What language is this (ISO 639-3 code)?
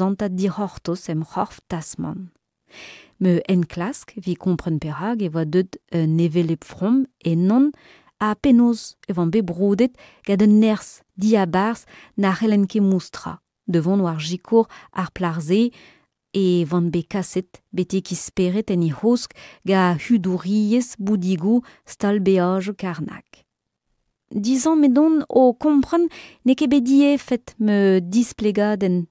bre